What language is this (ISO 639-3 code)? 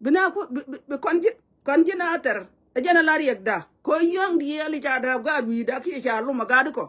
nus